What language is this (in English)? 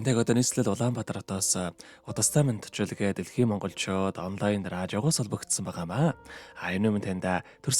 Mongolian